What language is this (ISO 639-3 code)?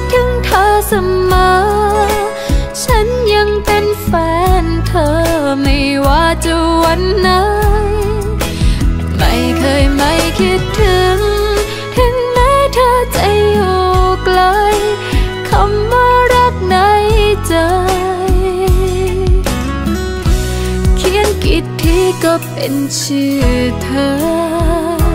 tha